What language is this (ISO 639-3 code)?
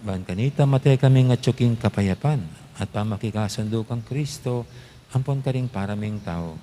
pam